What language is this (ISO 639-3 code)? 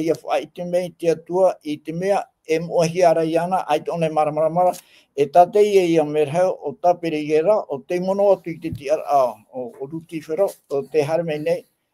tah